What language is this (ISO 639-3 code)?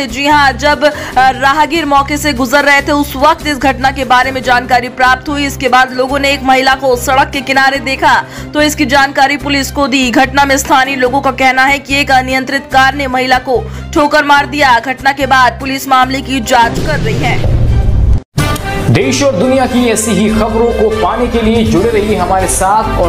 hin